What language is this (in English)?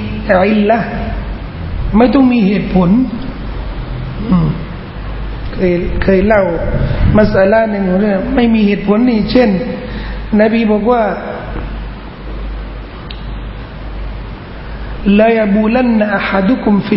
Thai